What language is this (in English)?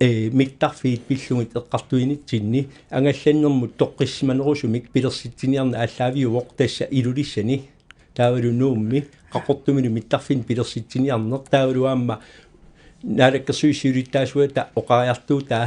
Kalaallisut